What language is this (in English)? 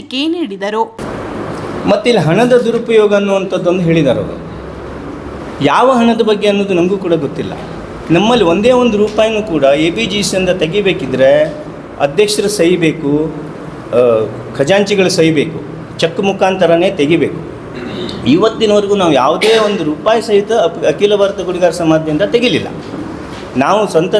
Kannada